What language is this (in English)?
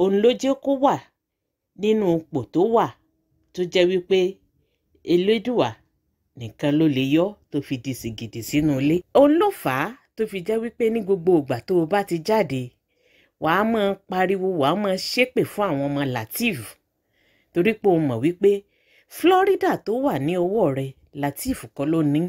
Yoruba